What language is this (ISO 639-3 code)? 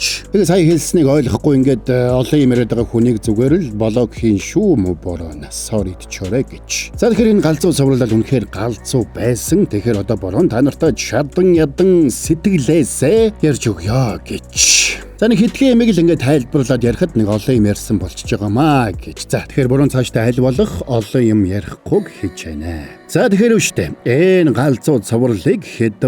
mon